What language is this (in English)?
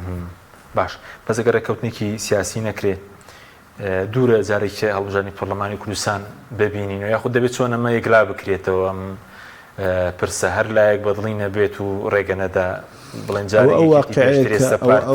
Central Kurdish